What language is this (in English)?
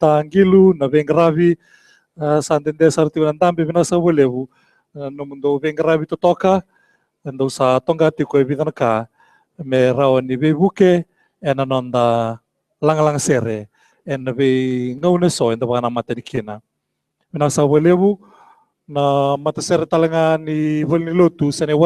Fijian